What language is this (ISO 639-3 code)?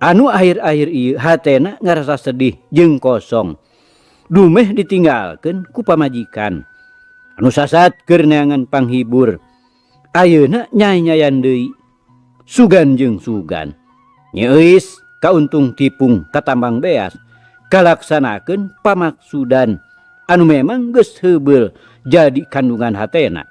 sun